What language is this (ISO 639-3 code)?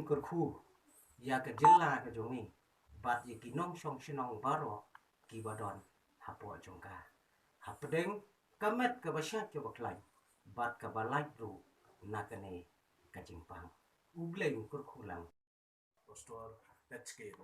kha